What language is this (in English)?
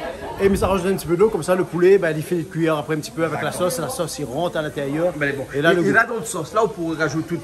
Réunion Creole French